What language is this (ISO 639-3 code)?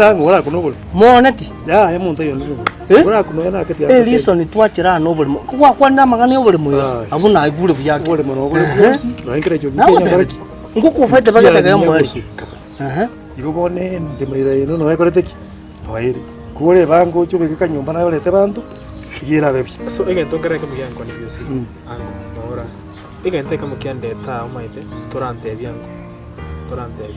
guz